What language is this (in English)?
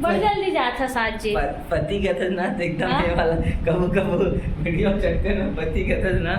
Chhattisgarhi